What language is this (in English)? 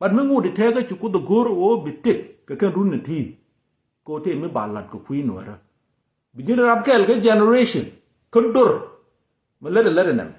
Nuer